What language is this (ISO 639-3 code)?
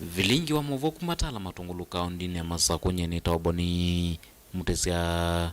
kam